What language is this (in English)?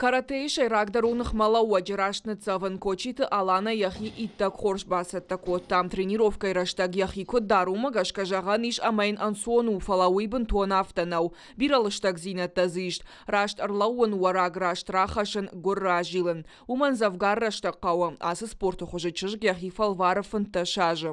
Ossetic